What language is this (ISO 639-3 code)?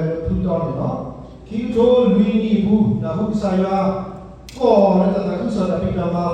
ksw